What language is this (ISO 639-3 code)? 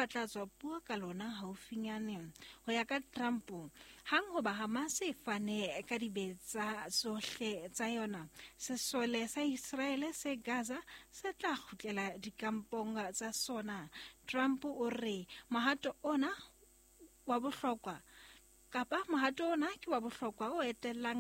sot